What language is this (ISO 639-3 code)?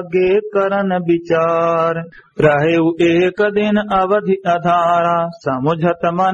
awa